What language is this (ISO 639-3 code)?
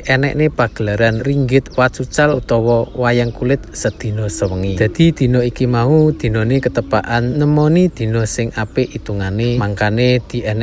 jav